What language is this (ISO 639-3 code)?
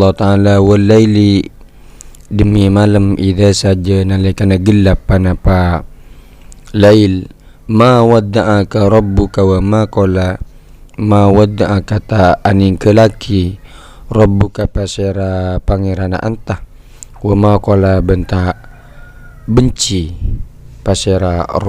mad